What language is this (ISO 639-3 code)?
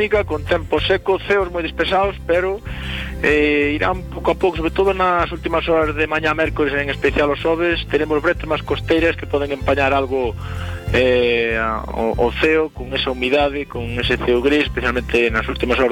glg